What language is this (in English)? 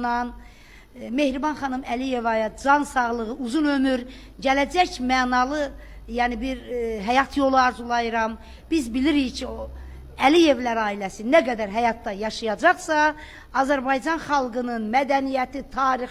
Azerbaijani